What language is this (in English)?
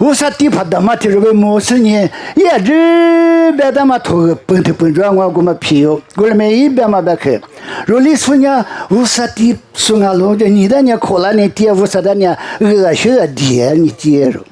Lisu